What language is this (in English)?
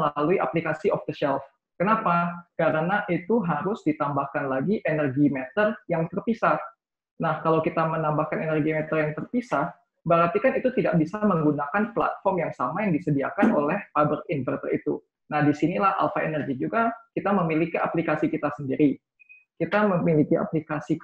Indonesian